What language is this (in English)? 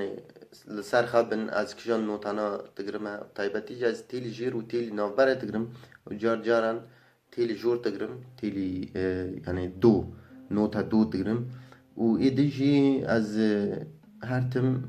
Kurdish